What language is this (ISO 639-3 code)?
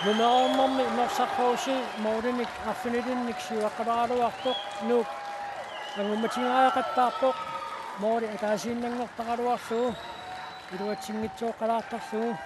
kal